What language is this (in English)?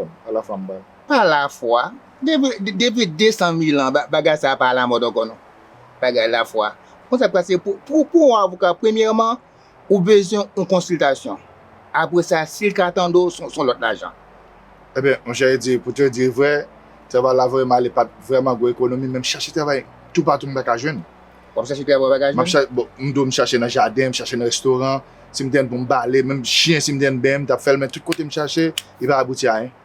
Haitian Creole